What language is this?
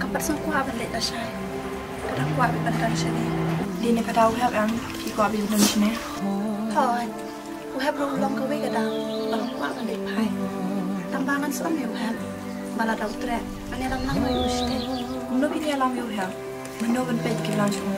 Khasi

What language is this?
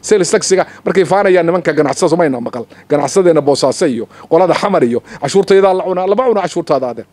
Somali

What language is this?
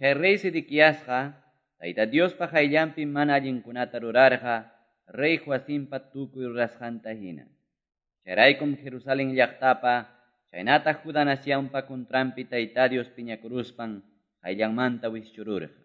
Quechua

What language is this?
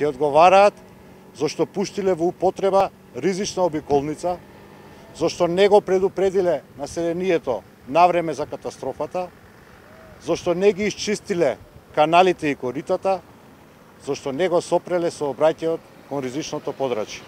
Macedonian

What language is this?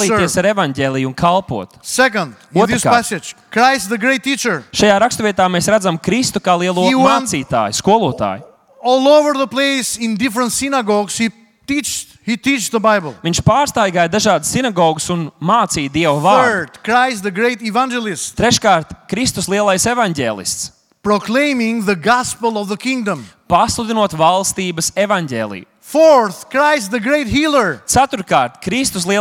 Latvian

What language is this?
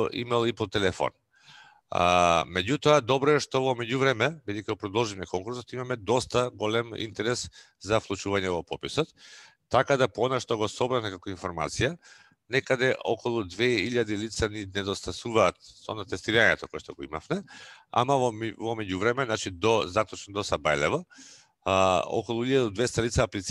Macedonian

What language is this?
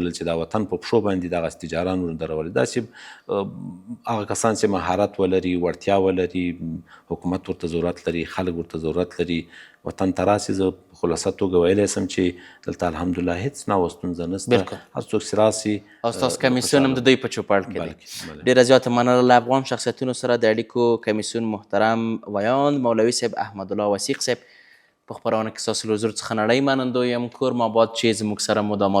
Pashto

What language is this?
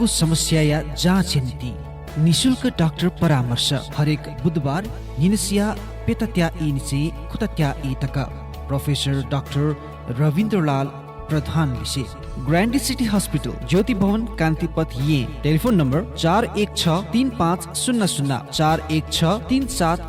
Newari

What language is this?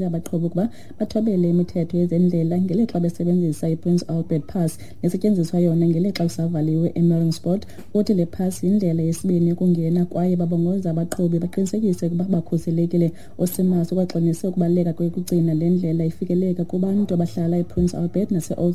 Xhosa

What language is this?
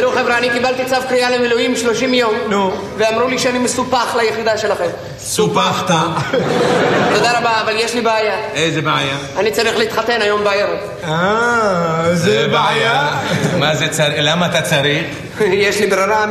Hebrew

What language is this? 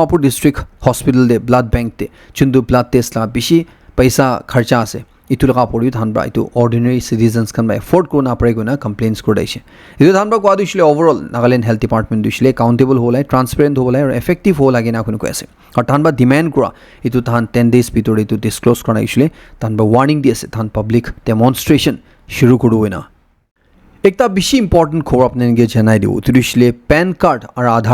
Naga Pidgin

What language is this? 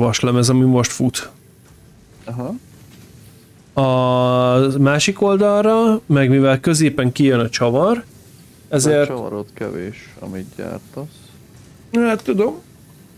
Hungarian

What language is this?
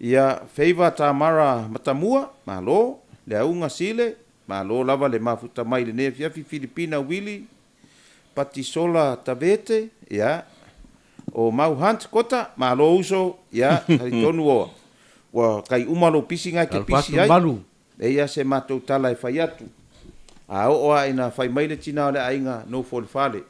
Samoan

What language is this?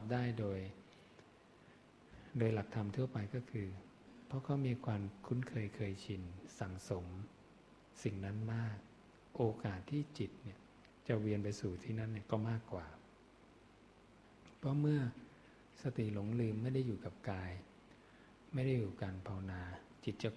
Thai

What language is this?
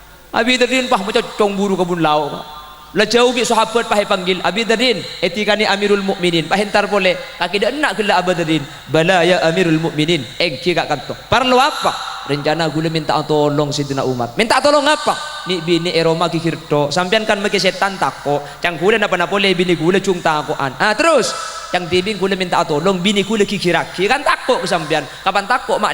Madurese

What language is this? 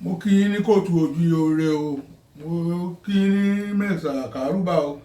Yoruba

